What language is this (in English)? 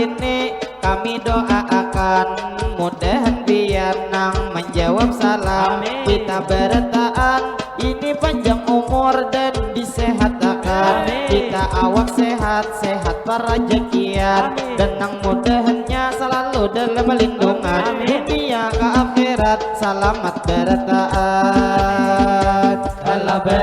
Banjar